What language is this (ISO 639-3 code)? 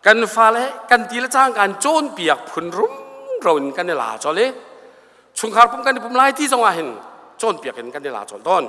cnh